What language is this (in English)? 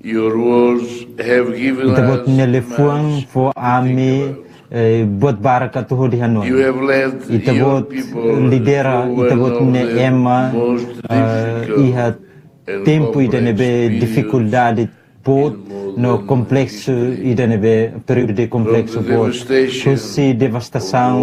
Tetum